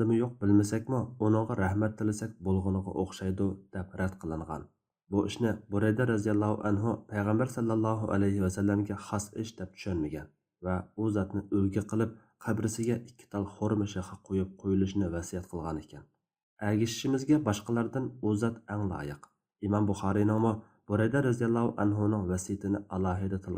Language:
Uyghur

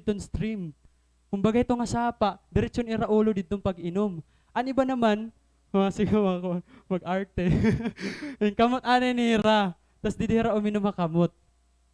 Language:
Waray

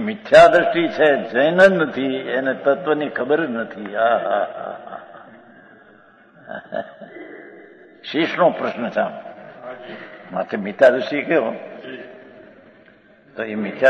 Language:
Gujarati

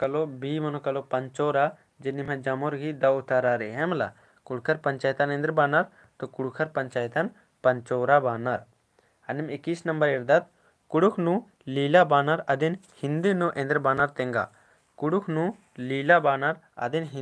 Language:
Kurukh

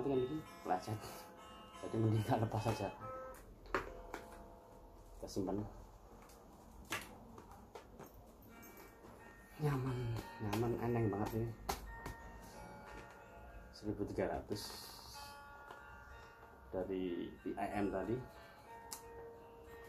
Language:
Indonesian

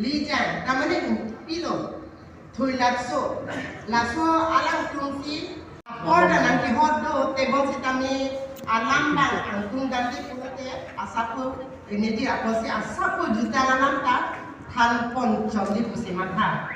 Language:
Karbi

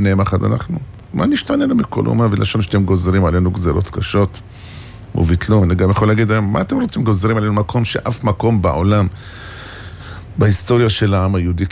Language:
Hebrew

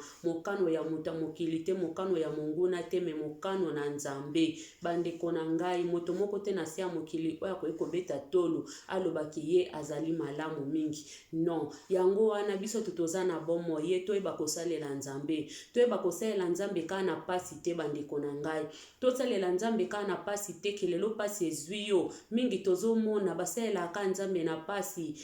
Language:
Lingala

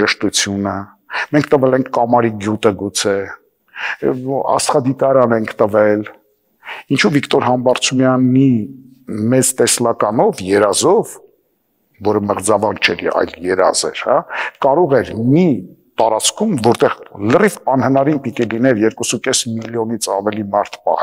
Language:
Armenian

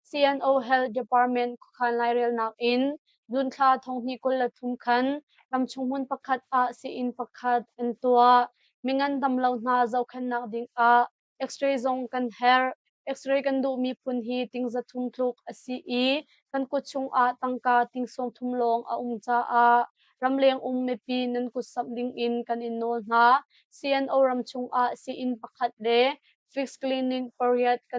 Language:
Hakha Chin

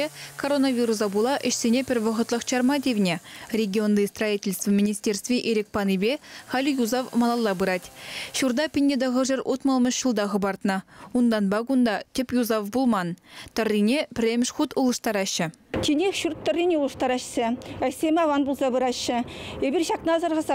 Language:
Chuvash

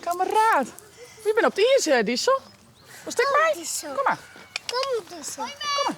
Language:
Western Frisian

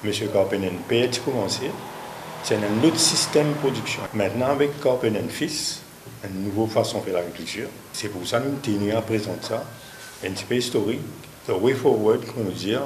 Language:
Morisyen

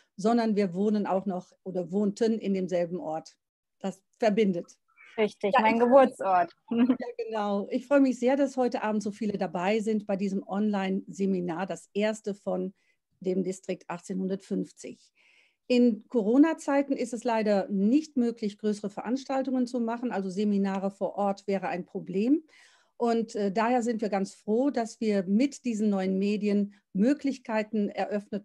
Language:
German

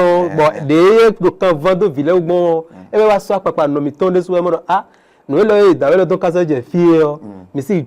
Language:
Fon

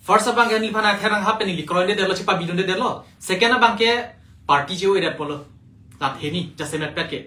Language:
Karbi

